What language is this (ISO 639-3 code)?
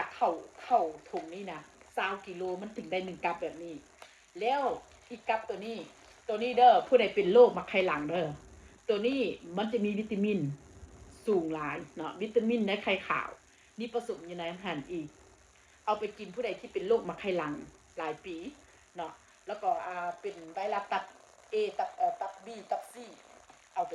tts